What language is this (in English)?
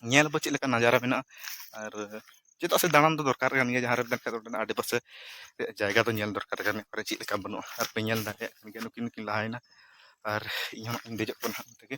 Santali